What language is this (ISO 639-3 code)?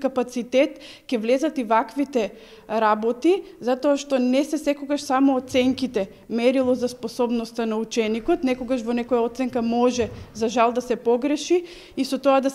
mkd